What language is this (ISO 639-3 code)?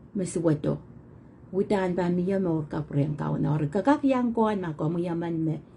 pon